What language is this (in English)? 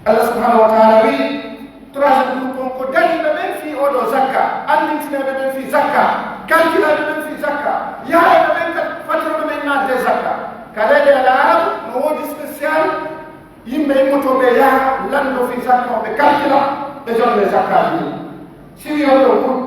Pular